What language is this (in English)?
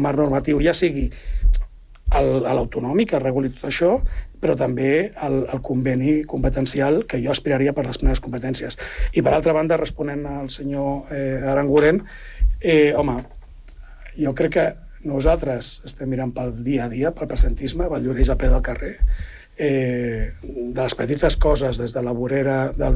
Catalan